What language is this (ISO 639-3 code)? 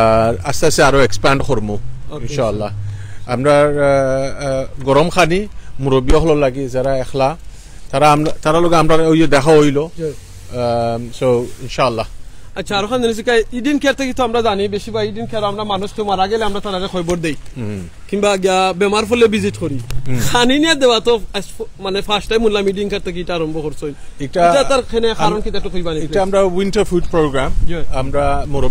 syl